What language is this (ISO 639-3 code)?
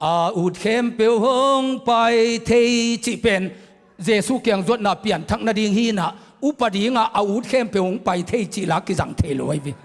ctd